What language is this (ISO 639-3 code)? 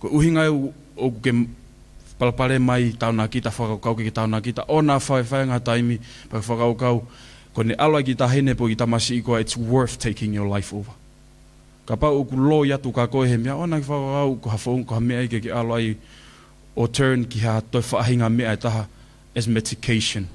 ton